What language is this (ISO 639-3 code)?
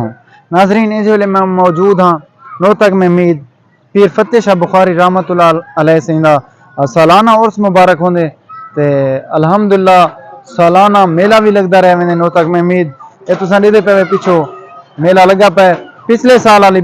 skr